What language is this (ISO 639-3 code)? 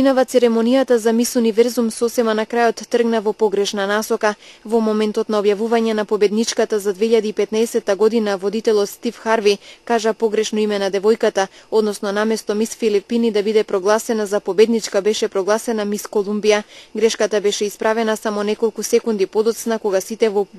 mkd